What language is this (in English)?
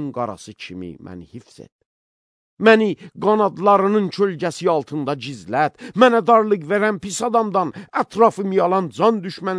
Azerbaijani